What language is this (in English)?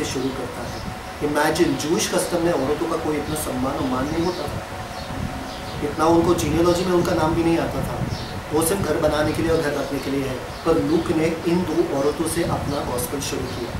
Hindi